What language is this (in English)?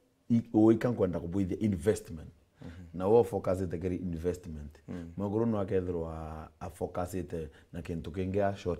Meru